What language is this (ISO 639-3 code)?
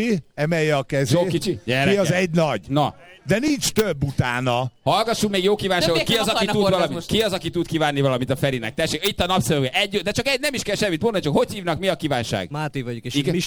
hun